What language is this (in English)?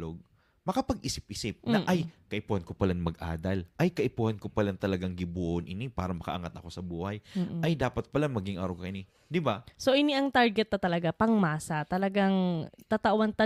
Bikol